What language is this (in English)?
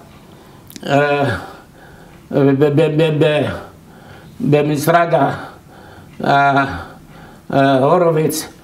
Hebrew